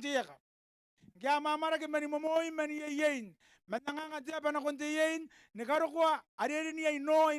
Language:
Gilbertese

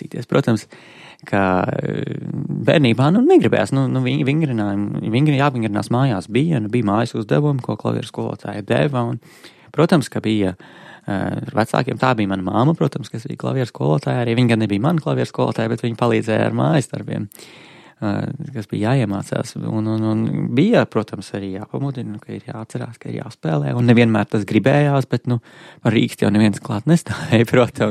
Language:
Latvian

